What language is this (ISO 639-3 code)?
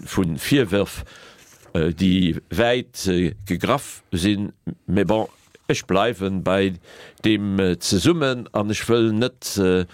ltz